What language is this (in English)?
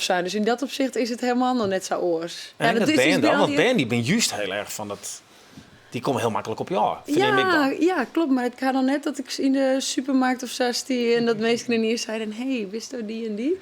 Western Frisian